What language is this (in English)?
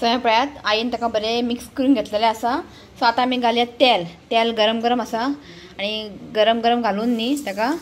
Konkani